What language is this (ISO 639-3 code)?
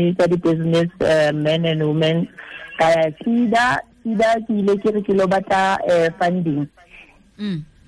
tsn